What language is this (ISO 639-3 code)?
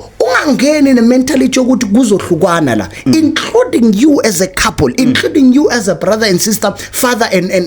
zul